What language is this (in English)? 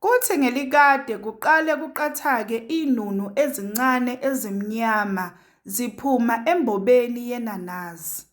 Zulu